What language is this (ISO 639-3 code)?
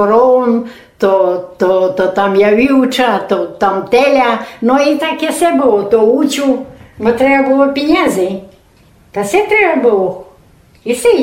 rue